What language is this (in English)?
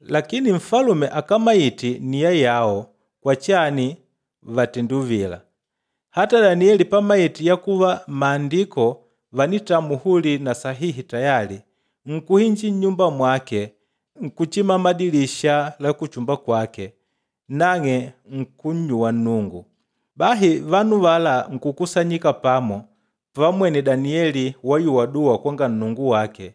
Makonde